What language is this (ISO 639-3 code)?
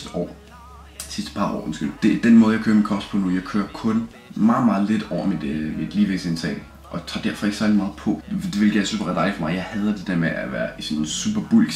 dan